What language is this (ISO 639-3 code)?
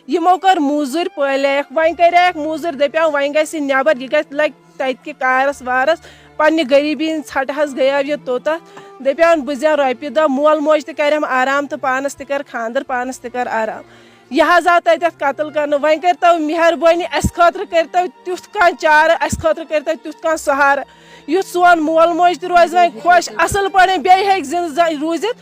kas